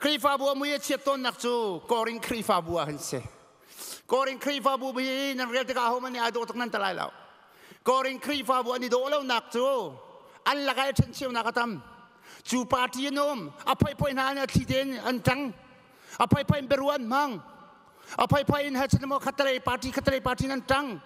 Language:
Hakha Chin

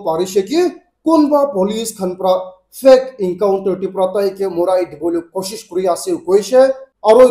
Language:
Naga Pidgin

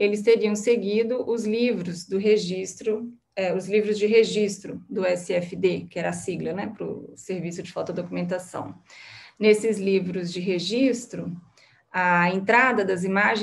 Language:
Portuguese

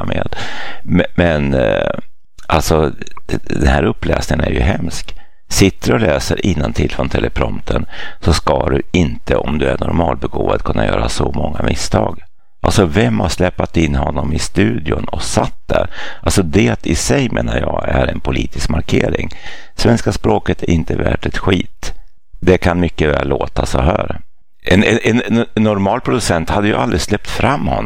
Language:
Swedish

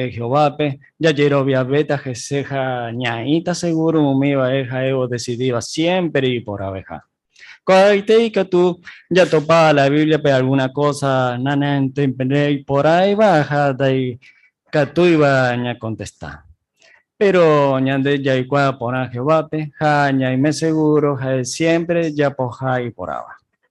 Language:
Guarani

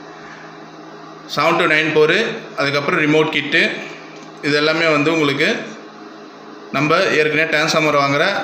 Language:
Tamil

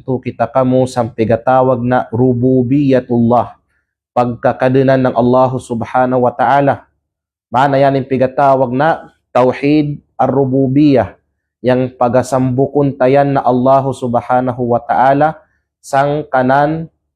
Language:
Kalagan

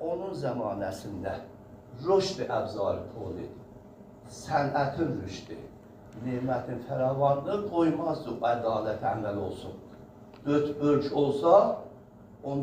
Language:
South Azerbaijani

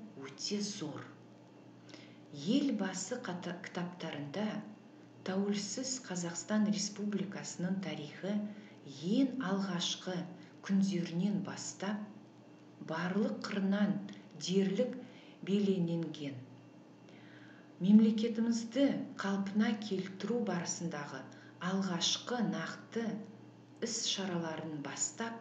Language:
Kazakh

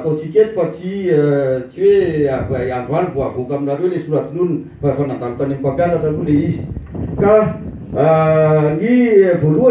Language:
Malagasy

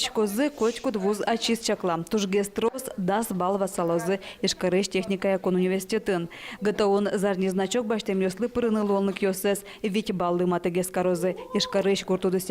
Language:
Udmurt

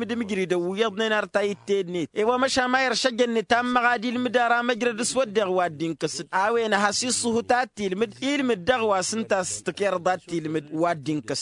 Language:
Tamasheq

